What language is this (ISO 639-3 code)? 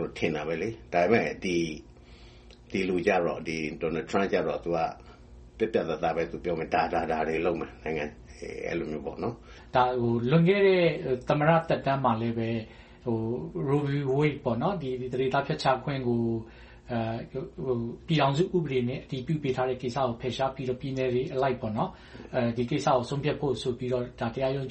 mya